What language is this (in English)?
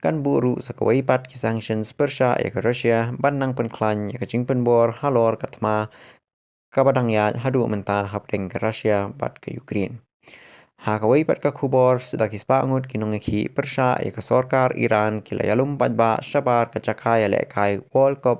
Khasi